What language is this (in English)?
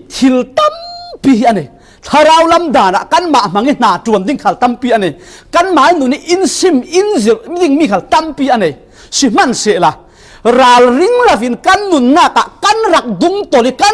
Falam Chin